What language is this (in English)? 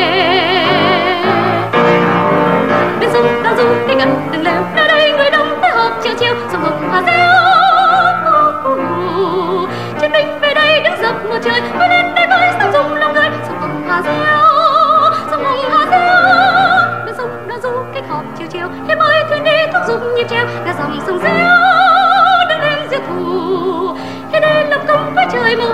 Vietnamese